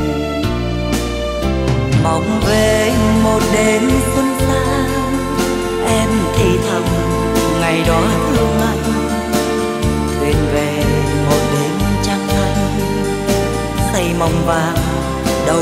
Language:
Vietnamese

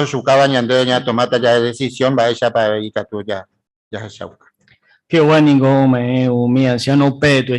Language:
Guarani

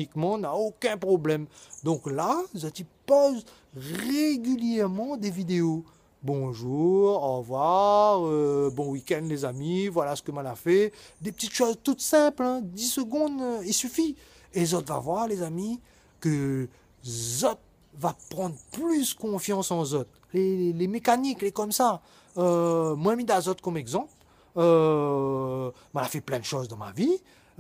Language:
Réunion Creole French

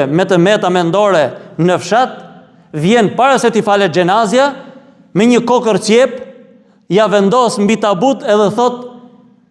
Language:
Albanian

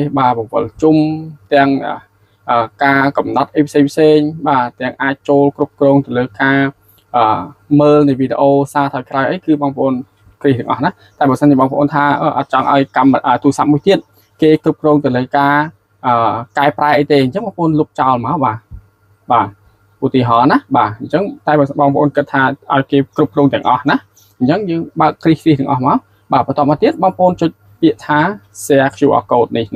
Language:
Khmer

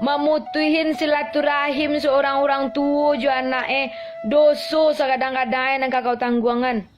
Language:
Minangkabau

